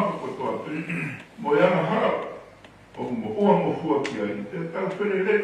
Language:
Tongan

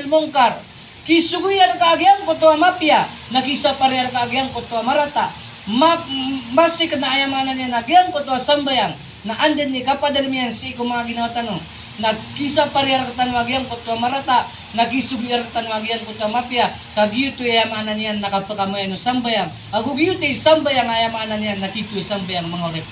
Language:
Maranao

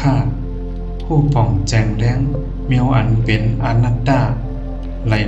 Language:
Shan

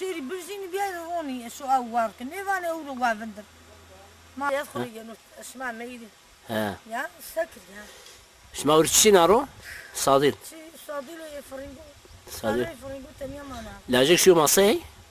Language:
Zaza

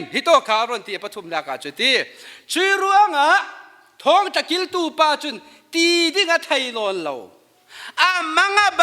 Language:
Falam Chin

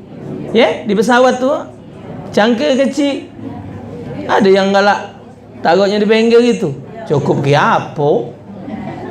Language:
Musi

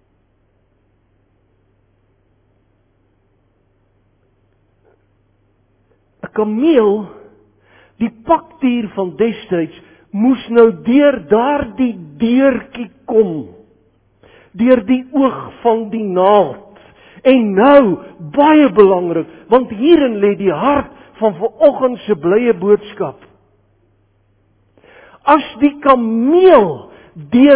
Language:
Afrikaans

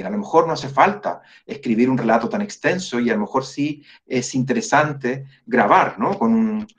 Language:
Spanish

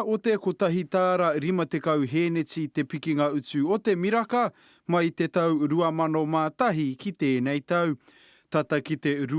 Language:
Māori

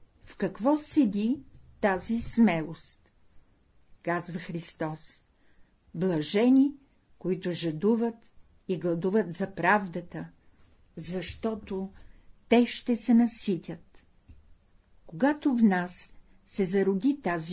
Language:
Bulgarian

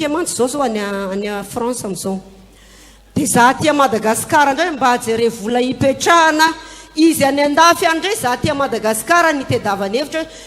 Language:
Malagasy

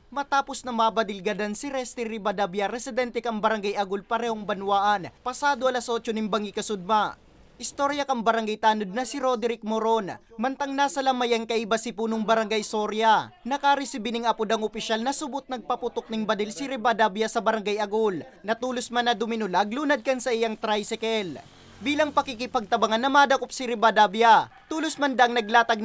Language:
Bikol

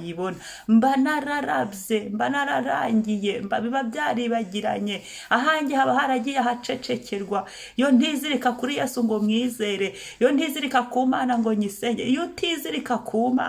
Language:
Kinyarwanda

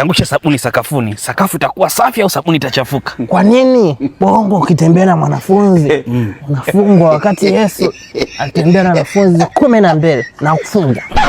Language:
Swahili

